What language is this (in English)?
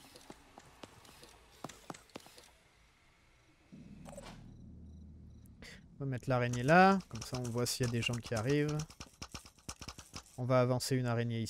French